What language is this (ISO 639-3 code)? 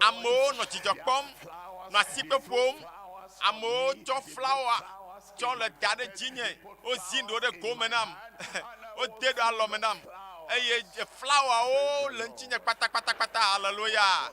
ewe